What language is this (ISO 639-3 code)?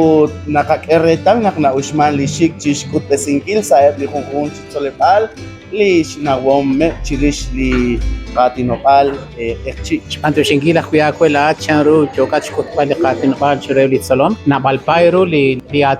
kek